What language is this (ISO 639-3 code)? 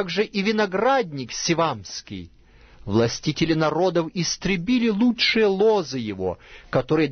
rus